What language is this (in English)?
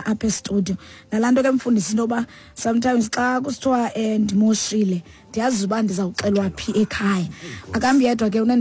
Xhosa